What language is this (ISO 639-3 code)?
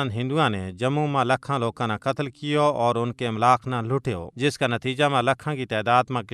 gju